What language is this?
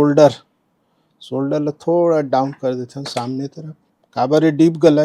Chhattisgarhi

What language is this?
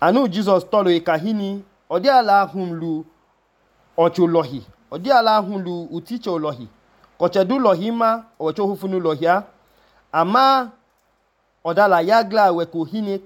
Idoma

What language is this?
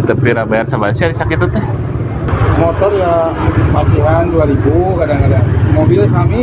Sundanese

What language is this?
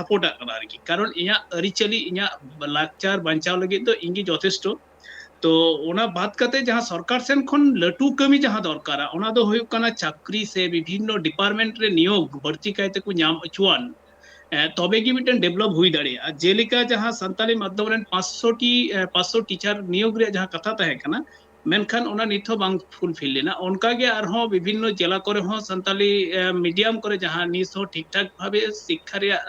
Santali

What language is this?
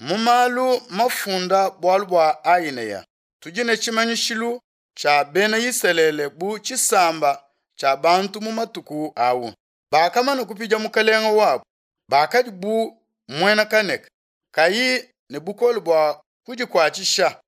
Luba-Lulua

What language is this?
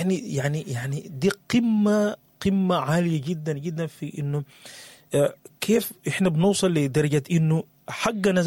Sudanese Arabic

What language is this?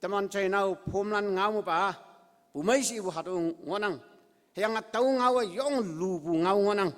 Konyak Naga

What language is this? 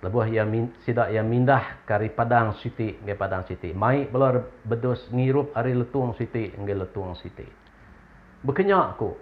Iban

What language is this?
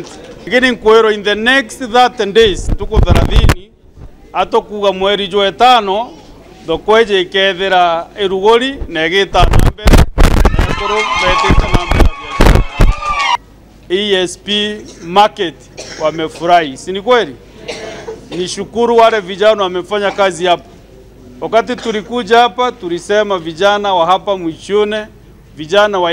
Meru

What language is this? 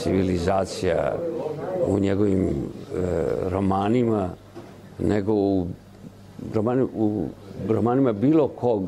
Serbian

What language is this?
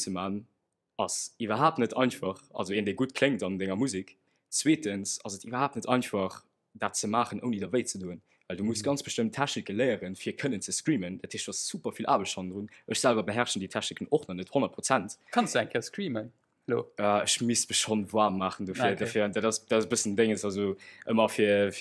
Luxembourgish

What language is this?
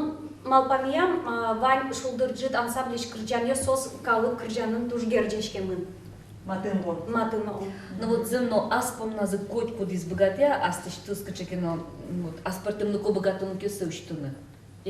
Udmurt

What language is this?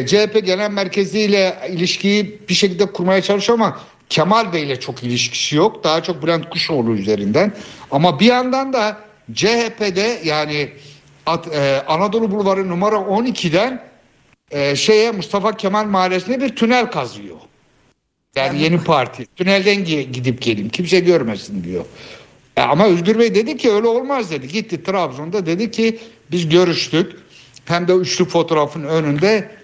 Turkish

